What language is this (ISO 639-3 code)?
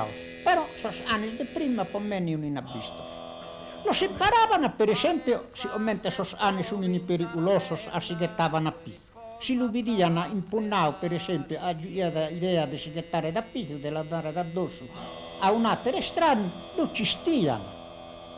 srd